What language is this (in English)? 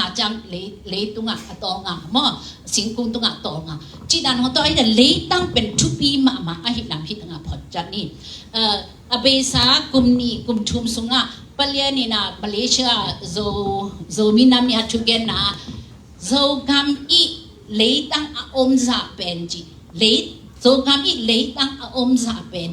Tedim Chin